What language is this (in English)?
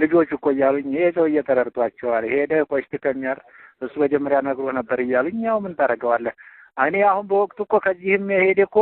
Amharic